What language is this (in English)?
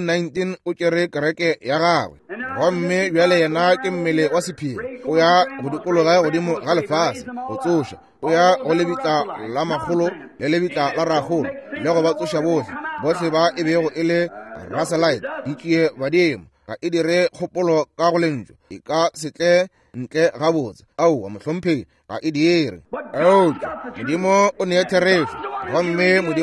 Northern Sotho